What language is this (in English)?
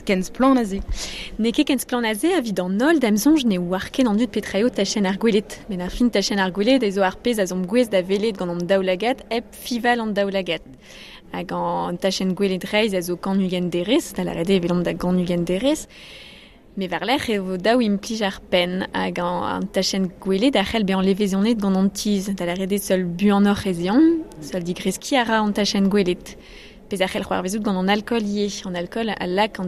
Breton